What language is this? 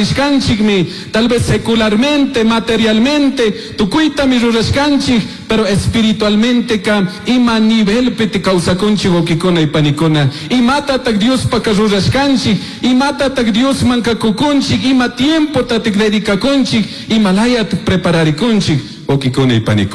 Chimborazo Highland Quichua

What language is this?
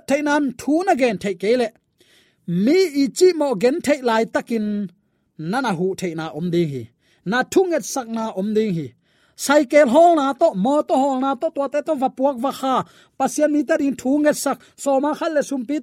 Tedim Chin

